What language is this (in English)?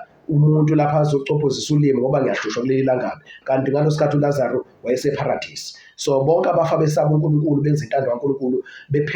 Zulu